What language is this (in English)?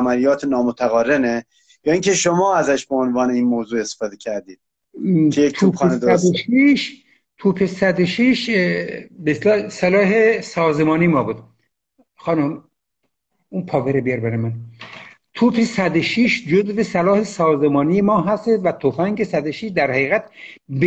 Persian